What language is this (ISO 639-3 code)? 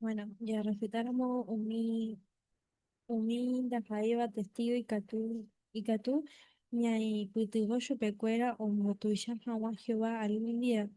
grn